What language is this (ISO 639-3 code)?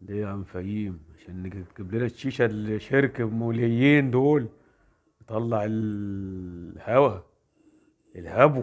arz